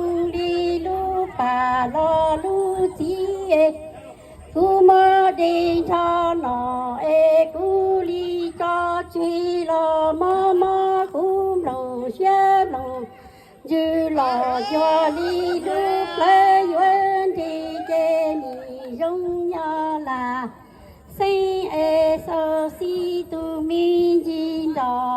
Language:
Hmong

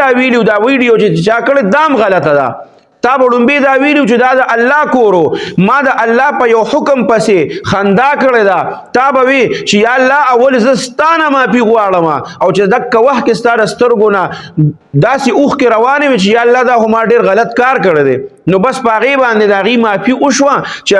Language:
Pashto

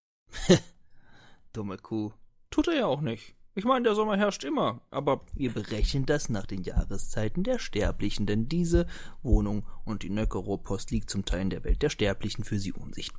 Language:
German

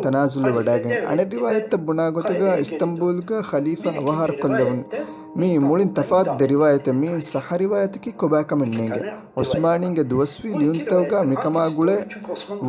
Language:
Divehi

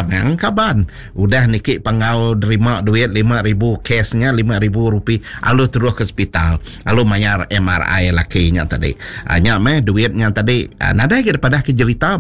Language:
Iban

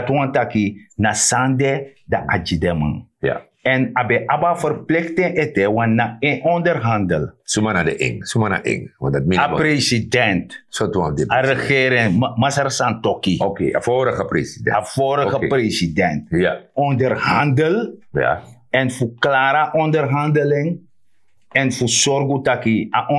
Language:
Sranan Tongo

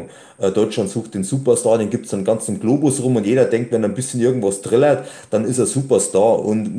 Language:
German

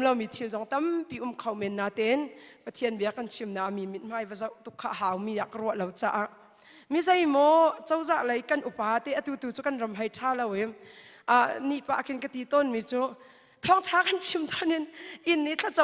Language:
Hakha Chin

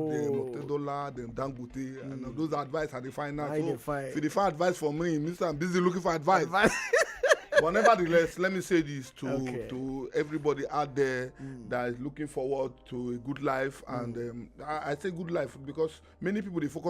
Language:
Nigerian Pidgin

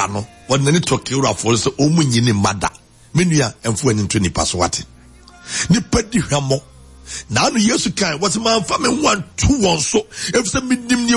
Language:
Akan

